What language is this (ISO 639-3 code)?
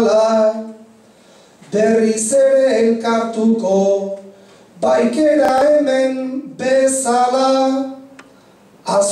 eus